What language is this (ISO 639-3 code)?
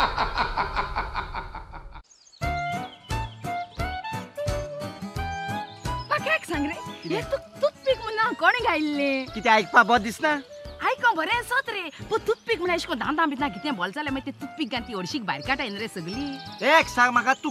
kok